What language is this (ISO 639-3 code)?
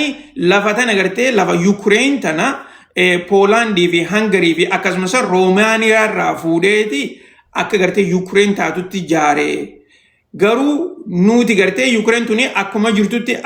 orm